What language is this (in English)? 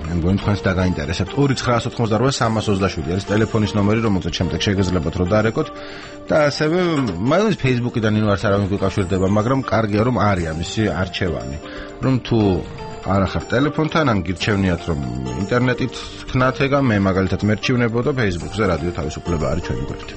Georgian